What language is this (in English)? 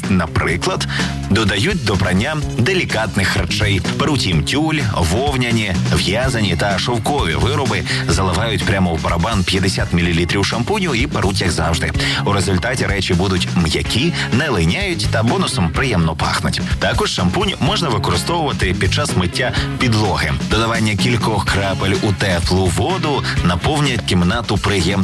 Ukrainian